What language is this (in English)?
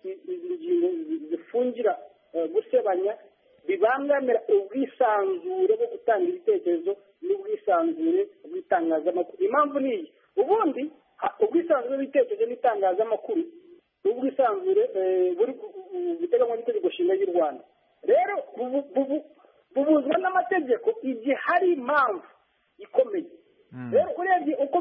Kinyarwanda